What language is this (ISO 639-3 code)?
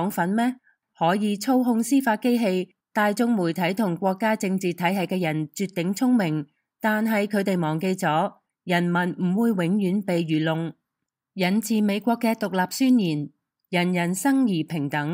yue